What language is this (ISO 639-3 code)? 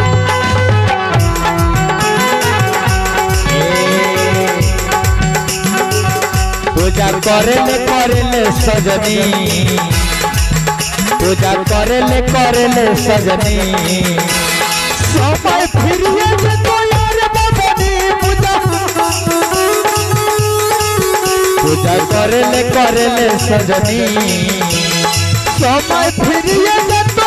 bho